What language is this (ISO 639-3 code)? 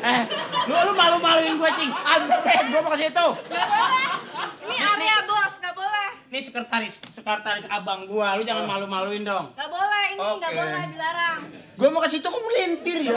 bew